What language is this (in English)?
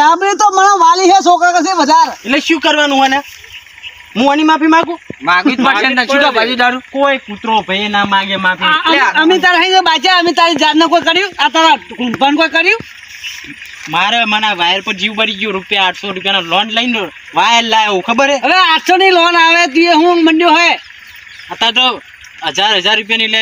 Gujarati